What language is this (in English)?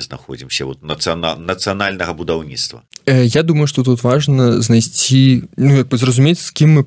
Belarusian